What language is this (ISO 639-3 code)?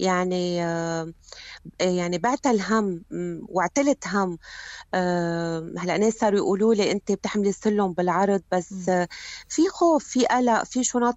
apc